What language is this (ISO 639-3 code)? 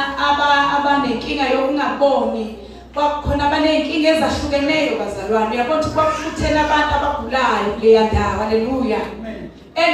zul